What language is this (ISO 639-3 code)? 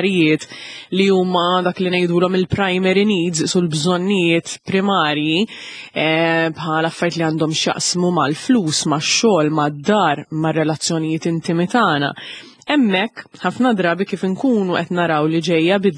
mlt